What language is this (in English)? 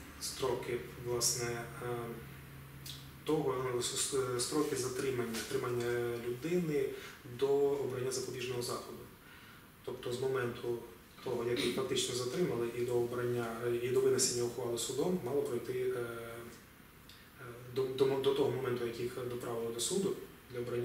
Ukrainian